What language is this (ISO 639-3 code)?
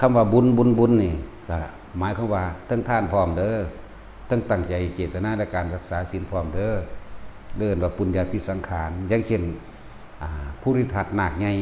tts